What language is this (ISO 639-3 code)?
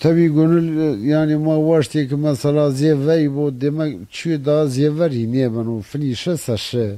zza